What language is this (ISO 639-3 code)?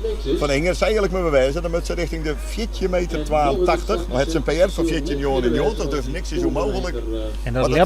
fry